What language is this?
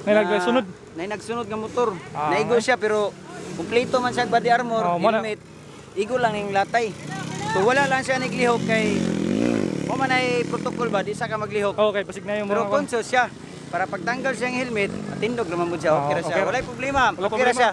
Cebuano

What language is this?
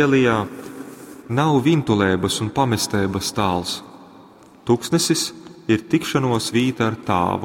Latgalian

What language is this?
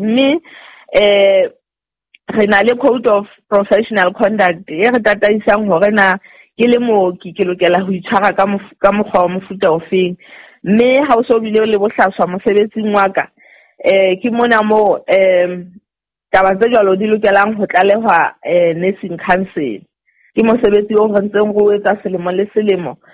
Southern Sotho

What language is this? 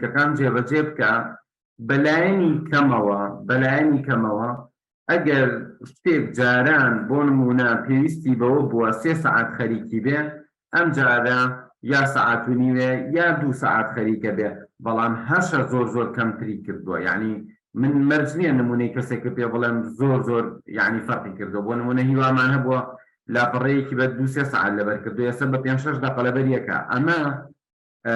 Central Kurdish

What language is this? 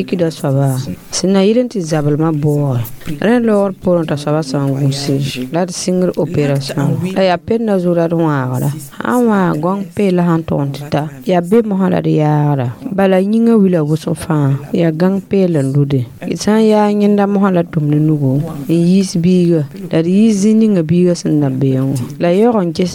Mossi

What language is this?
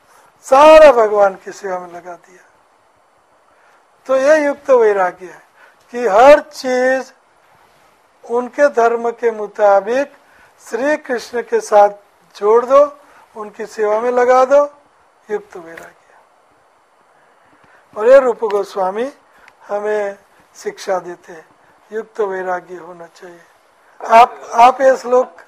Hindi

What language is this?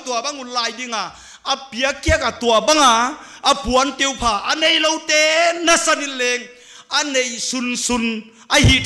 Paite Chin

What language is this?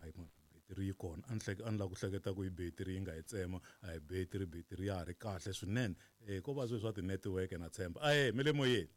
Tsonga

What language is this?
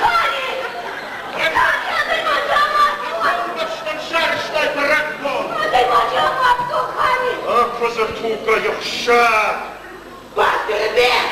Ossetic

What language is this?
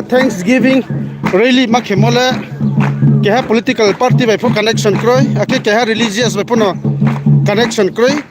Riang (India)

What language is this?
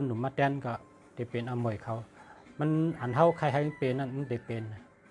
Shan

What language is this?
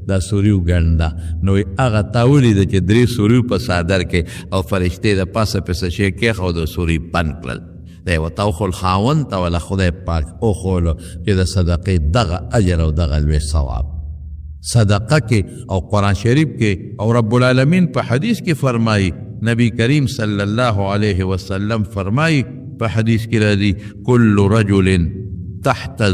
Pashto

